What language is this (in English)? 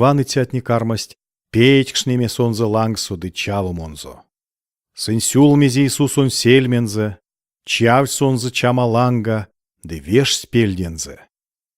Erzya